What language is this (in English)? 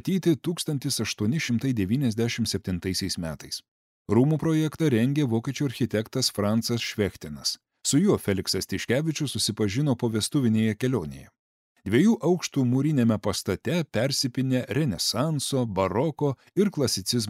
Lithuanian